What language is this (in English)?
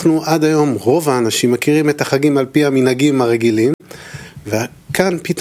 Hebrew